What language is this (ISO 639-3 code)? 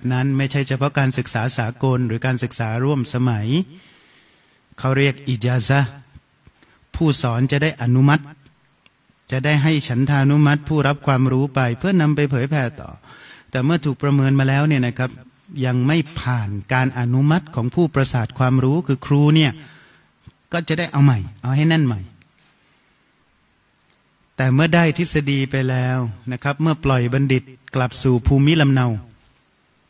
tha